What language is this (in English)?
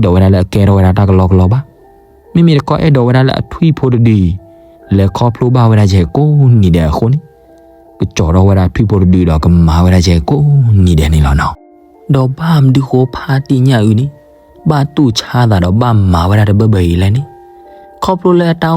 S'gaw Karen